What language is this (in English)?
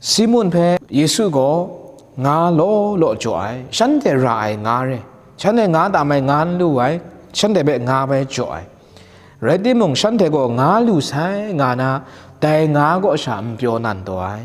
Kachin